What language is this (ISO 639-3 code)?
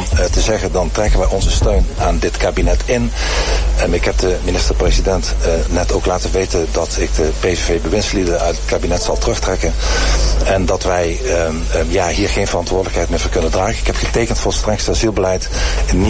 nld